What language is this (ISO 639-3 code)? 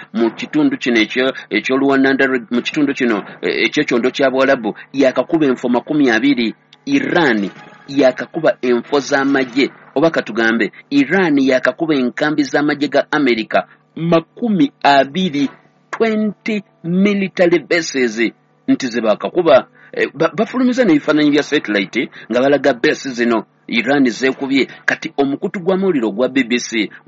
lug